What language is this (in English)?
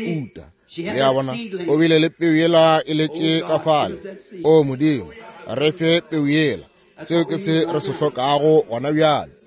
Northern Sotho